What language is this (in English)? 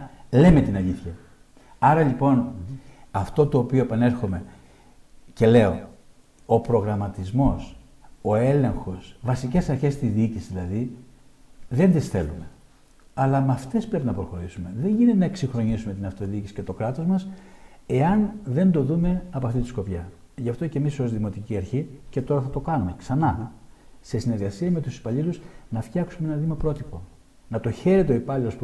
Greek